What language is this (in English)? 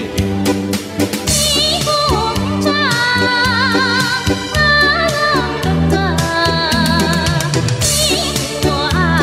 Zaiwa